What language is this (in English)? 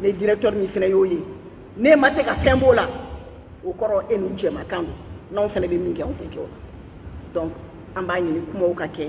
Bambara